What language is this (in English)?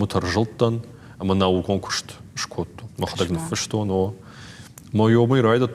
Ossetic